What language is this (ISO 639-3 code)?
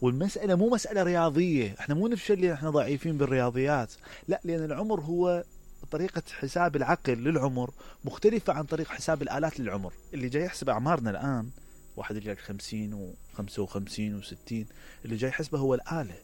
acm